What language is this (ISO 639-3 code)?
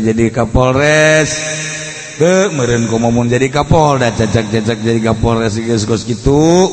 sun